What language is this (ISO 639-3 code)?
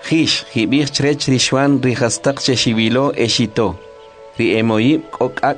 quc